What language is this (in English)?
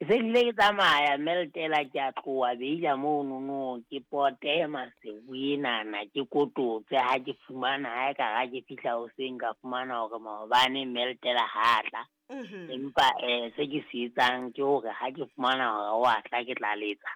Southern Sotho